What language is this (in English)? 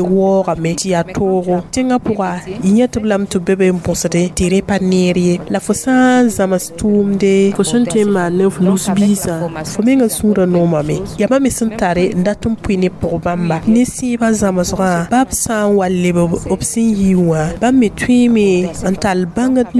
Mossi